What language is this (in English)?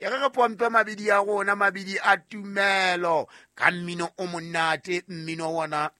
Southern Sotho